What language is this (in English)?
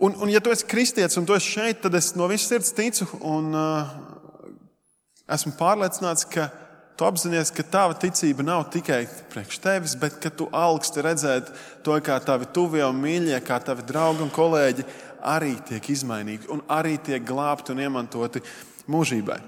Latvian